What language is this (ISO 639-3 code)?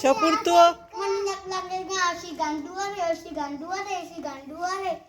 bal